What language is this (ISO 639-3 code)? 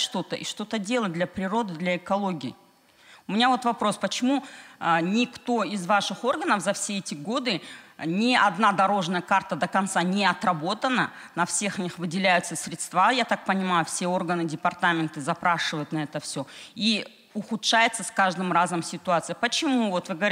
rus